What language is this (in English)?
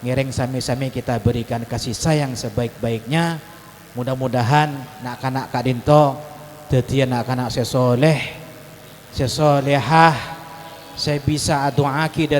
Madurese